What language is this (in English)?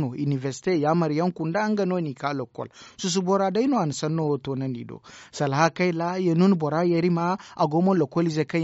Zarma